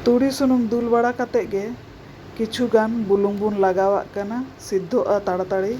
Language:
Santali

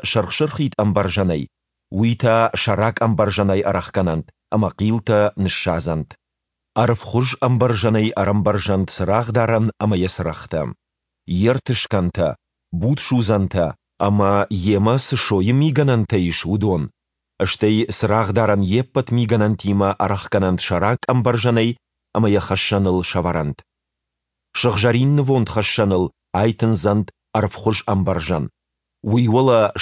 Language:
Ossetic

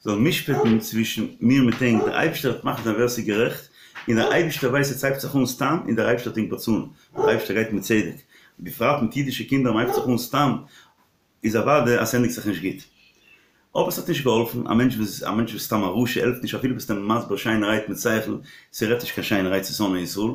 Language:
Yiddish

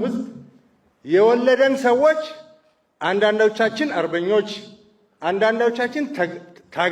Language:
Amharic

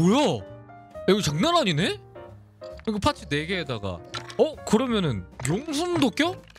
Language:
Korean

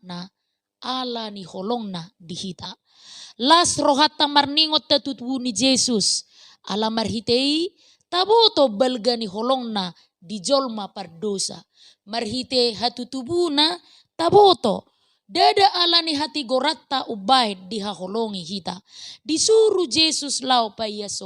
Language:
Batak Toba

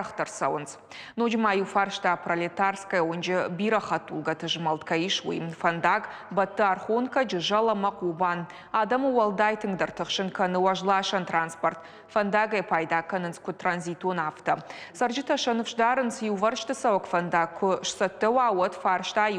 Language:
Ossetic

